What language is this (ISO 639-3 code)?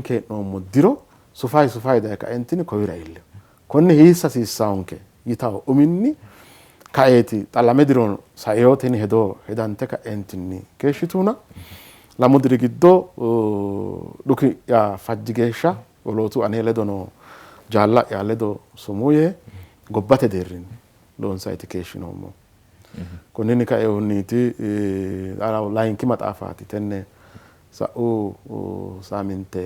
sid